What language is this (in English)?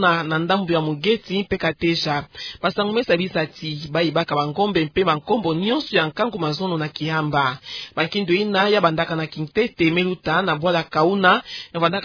Kituba (Democratic Republic of Congo)